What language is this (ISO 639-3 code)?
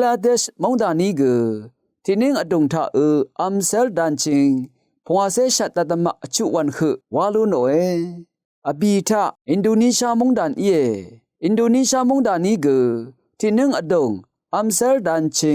raw